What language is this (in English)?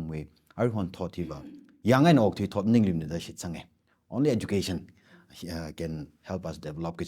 Tangkhul Naga (India)